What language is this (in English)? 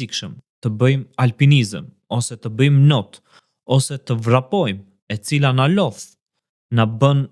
Albanian